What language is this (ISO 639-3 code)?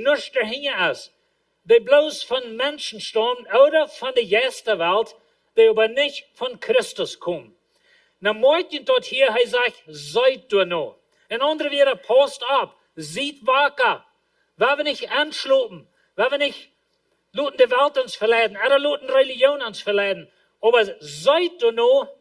pdt